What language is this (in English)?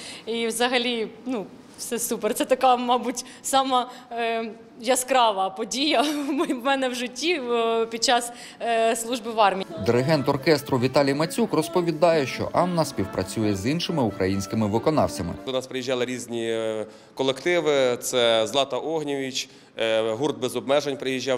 Ukrainian